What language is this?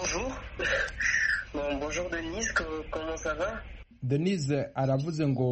Kinyarwanda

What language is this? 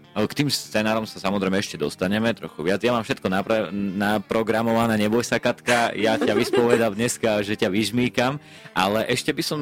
Slovak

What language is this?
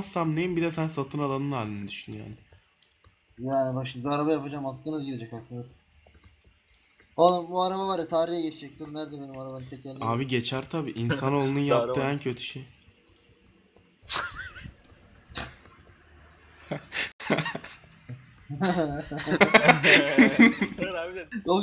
Turkish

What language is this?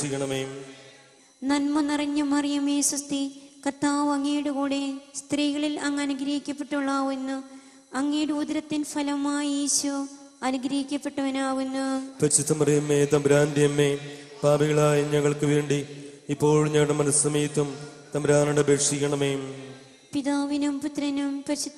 Malayalam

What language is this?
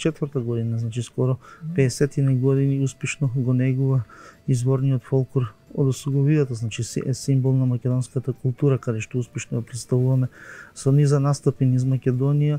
Macedonian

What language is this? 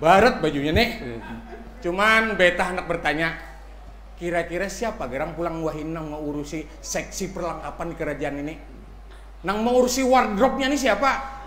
Banjar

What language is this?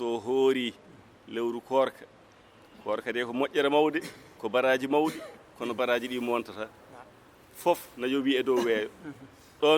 Fula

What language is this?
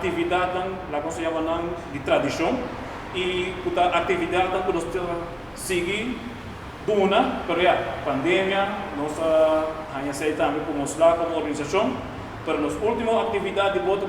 Papiamento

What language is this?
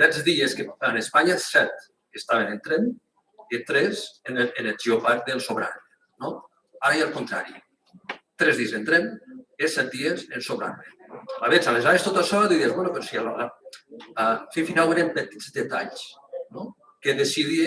Occitan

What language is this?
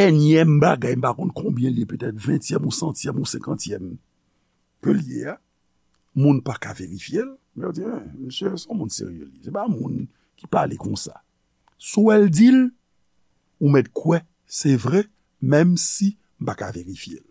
Haitian Creole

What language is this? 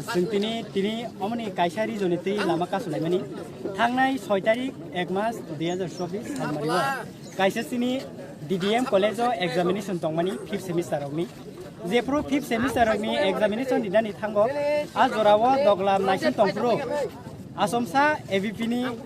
Kok Borok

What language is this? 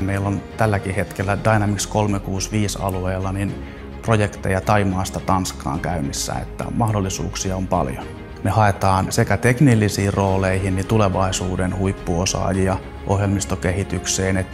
Finnish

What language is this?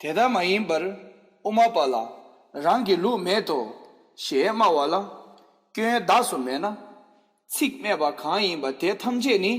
Tibetan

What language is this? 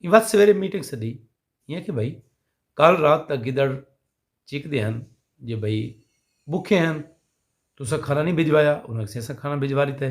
Saraiki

